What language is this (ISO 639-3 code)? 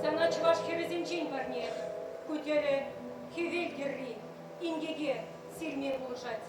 chv